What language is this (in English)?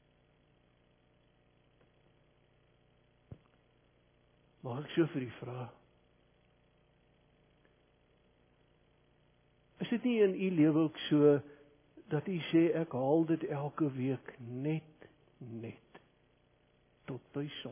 Afrikaans